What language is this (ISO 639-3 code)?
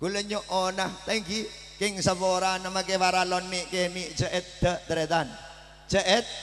mad